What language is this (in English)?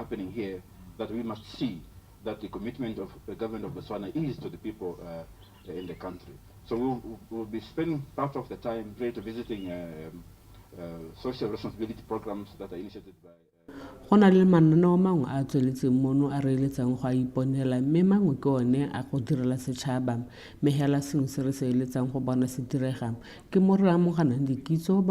Tswana